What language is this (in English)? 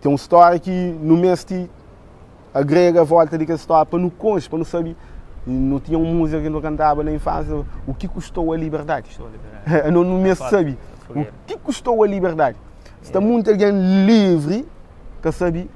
Kabuverdianu